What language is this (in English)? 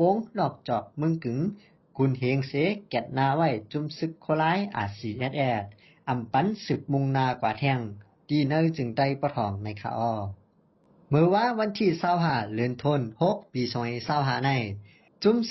Shan